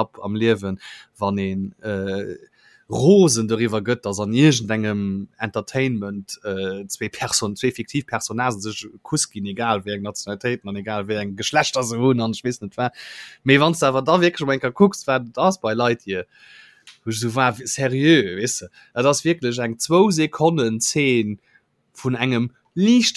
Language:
Luxembourgish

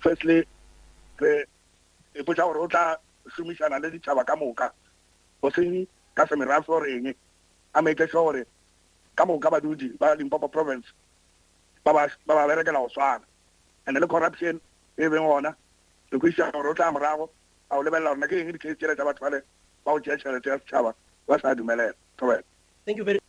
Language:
Northern Sotho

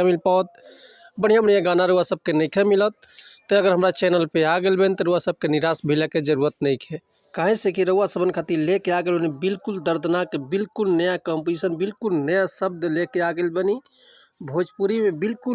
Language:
Bhojpuri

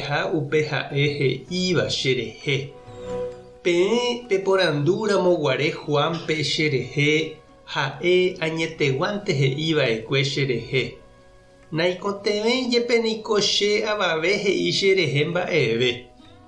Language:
Guarani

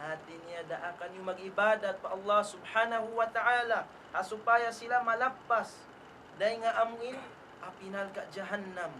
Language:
Tausug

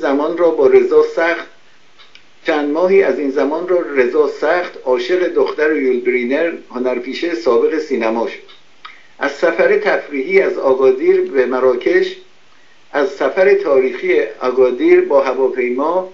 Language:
Persian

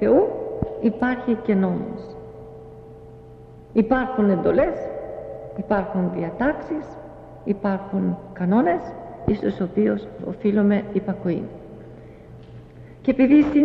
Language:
Greek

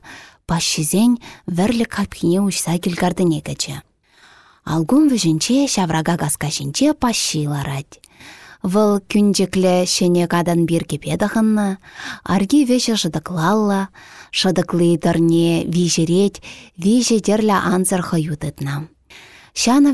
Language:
Chuvash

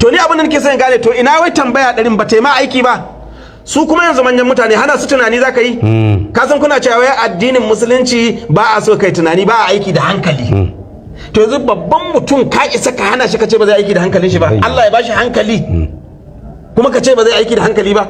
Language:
Hausa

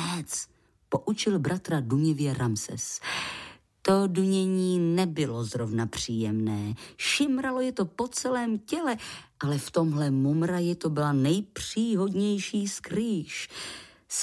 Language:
Czech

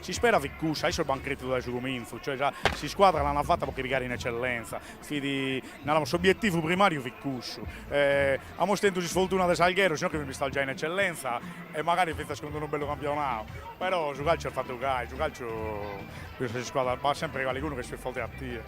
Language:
Sardinian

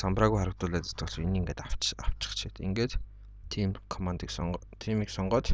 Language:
Mongolian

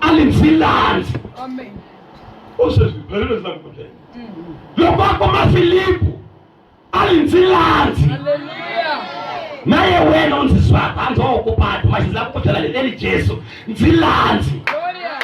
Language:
Tsonga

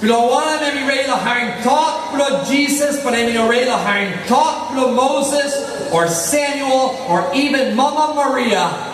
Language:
Tok Pisin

